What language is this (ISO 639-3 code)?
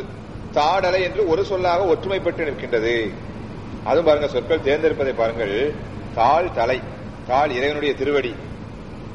tam